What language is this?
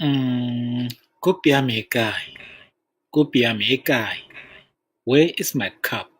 Tswana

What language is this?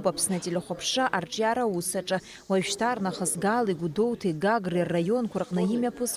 Abkhazian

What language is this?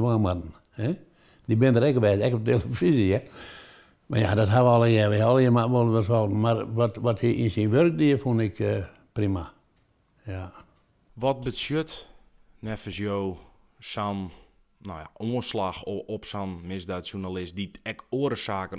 Western Frisian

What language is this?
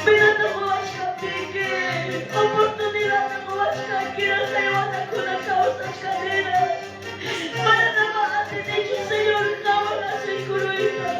Quechua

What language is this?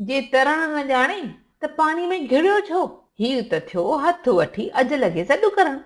Sindhi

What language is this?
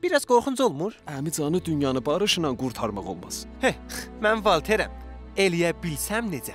South Azerbaijani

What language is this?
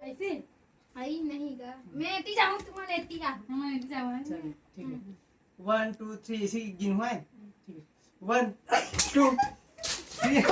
Chhattisgarhi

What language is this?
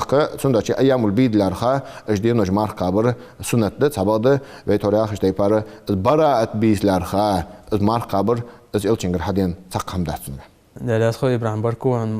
Ingush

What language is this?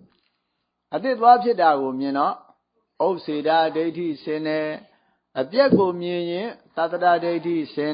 Burmese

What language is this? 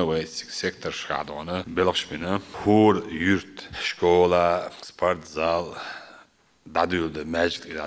Chechen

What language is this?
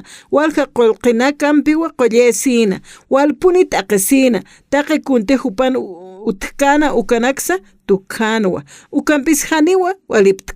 Aymara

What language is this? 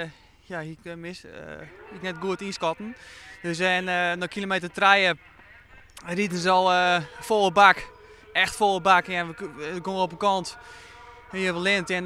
Western Frisian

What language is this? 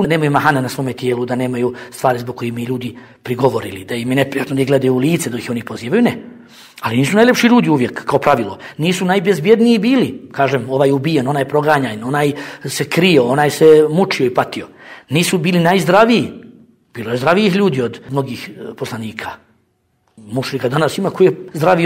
Bosnian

